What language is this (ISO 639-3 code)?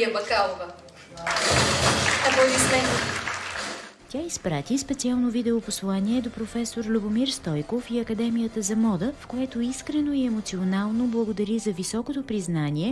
bul